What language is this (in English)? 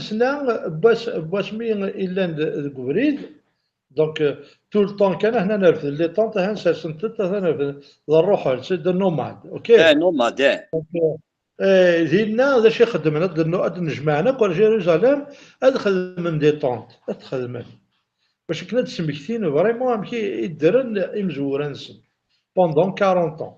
Kabyle